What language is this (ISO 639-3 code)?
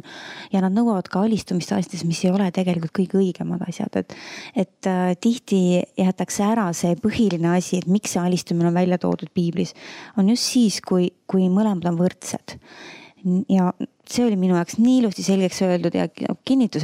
est